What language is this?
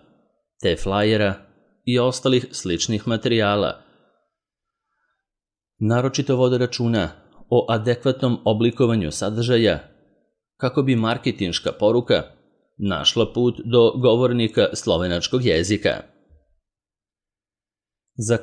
Serbian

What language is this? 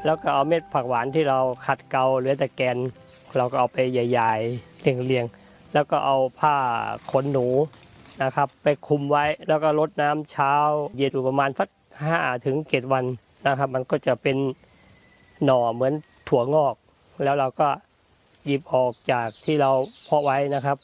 Thai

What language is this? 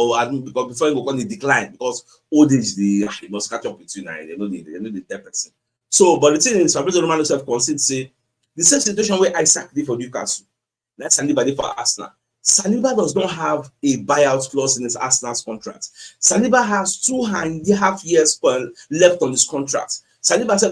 Nigerian Pidgin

